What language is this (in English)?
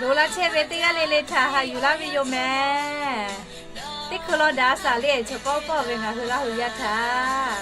Lahu